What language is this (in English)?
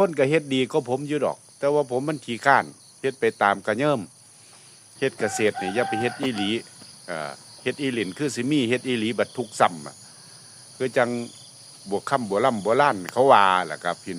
Northeastern Thai